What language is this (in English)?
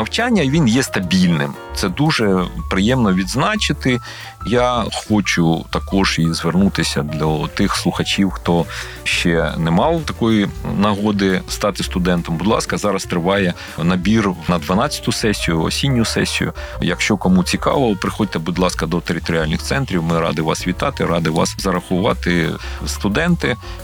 Ukrainian